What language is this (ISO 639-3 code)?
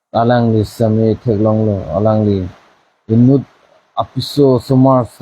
mjw